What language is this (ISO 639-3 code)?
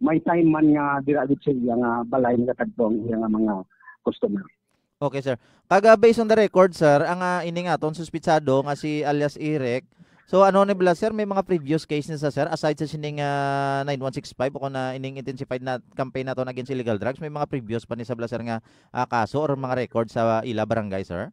hil